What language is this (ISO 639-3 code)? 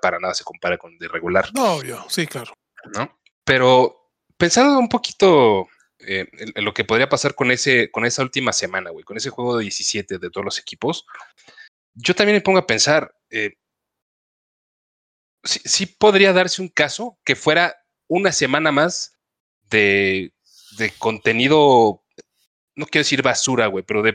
spa